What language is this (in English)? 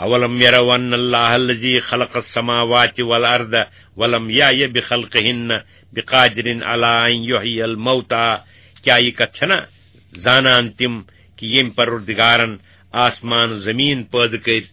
Kashmiri